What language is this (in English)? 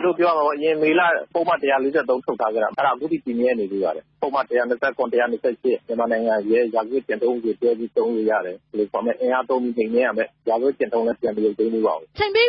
Burmese